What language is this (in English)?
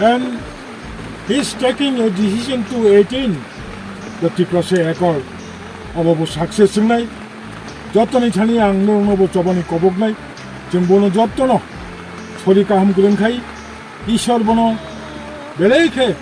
Kok Borok